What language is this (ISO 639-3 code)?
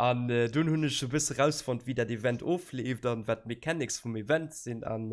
ltz